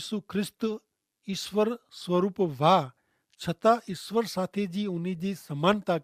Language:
Kachhi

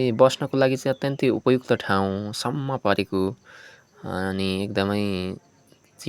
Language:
Nepali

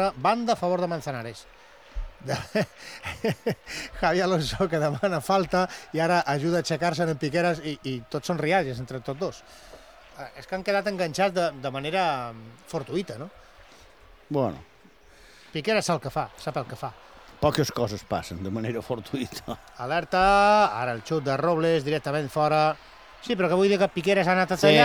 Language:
Catalan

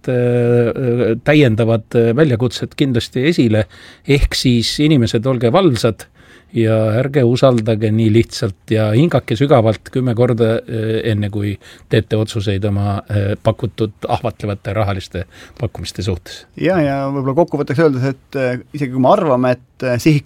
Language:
Estonian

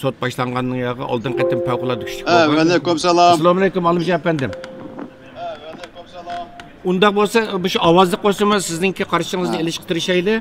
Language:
Uyghur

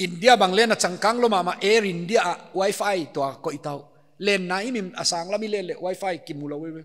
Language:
Paite Chin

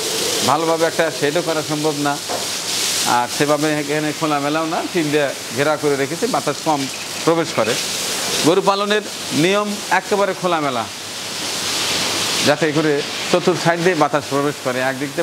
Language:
Bangla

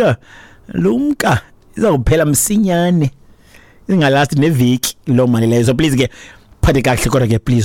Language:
Xhosa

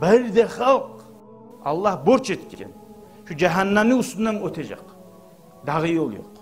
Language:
Kumyk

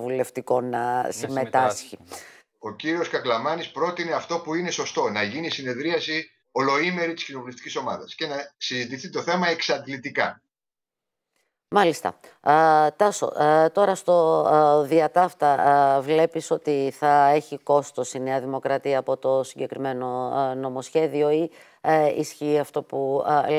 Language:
Greek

